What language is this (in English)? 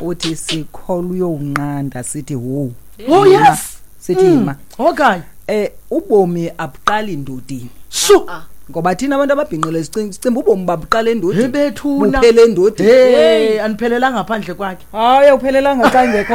Xhosa